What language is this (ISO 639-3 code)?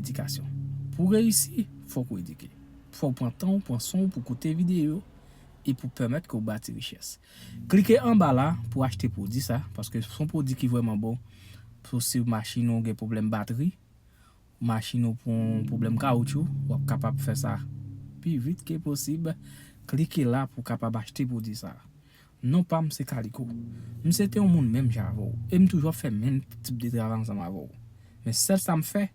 hat